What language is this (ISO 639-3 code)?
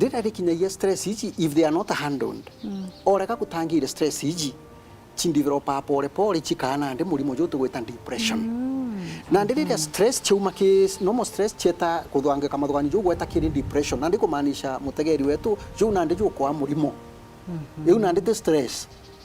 mer